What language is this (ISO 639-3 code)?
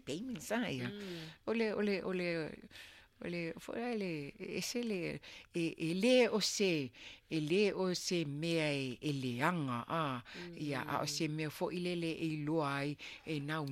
smo